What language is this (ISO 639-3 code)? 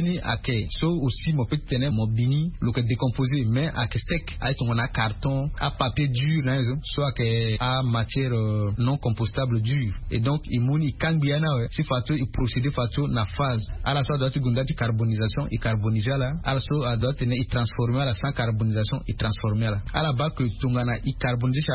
sag